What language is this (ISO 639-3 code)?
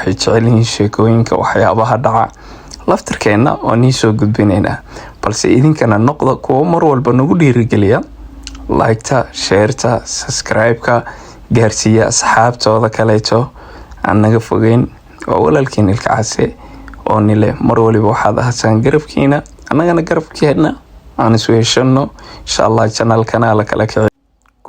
som